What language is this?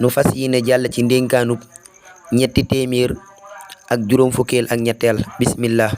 Wolof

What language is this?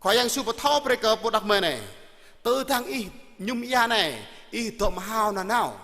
Jarai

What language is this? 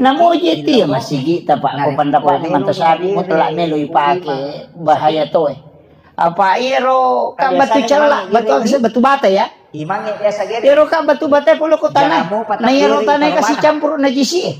Buginese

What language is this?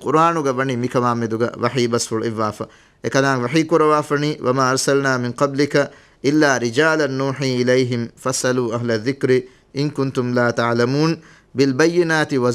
Divehi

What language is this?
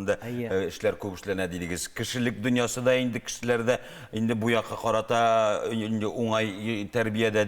Tatar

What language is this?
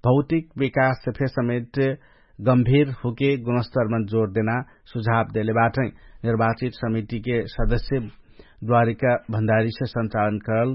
Dangaura Tharu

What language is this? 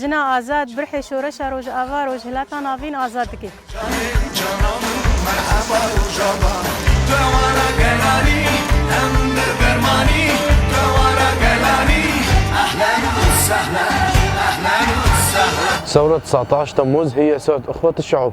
Kurdish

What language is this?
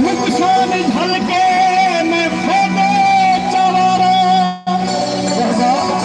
Saraiki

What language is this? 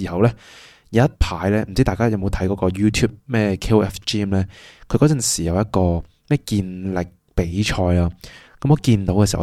Cantonese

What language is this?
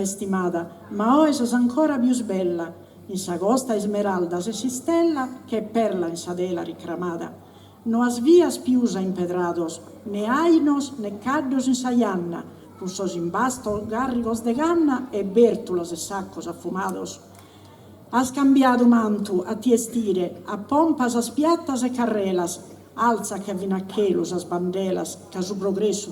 Sardinian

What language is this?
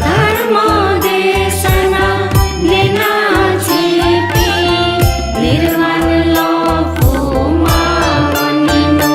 Newari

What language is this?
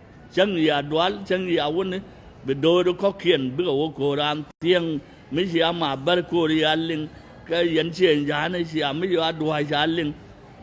Nuer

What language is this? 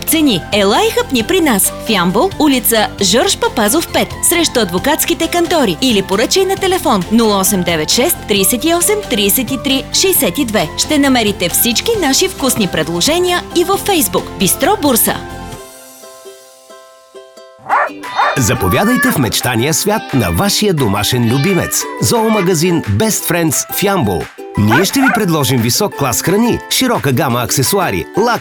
Bulgarian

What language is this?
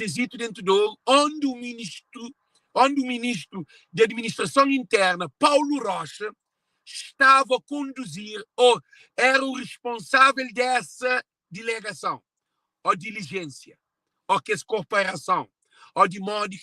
Kabuverdianu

